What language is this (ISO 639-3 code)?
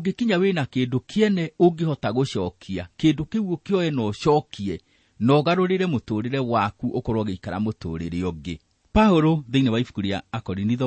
kik